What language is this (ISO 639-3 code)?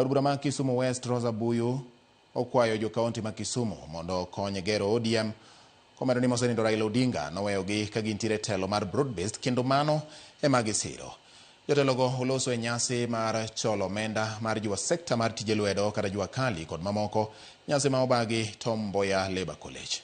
luo